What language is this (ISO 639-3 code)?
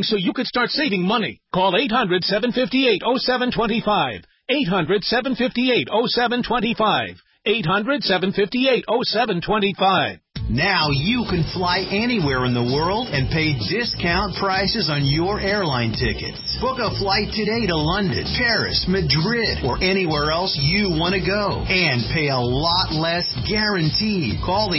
eng